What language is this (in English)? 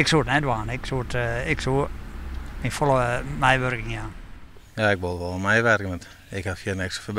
Western Frisian